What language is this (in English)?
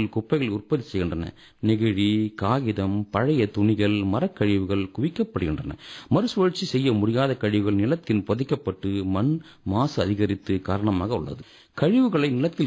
Tamil